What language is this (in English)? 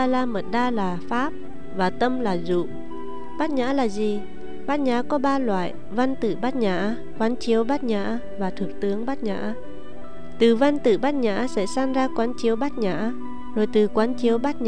Vietnamese